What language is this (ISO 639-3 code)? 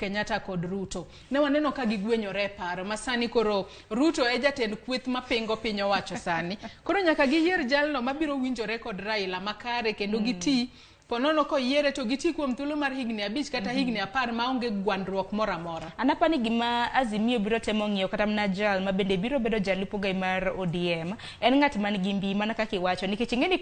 luo